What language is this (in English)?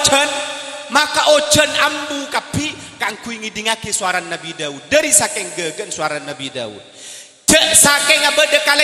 Madurese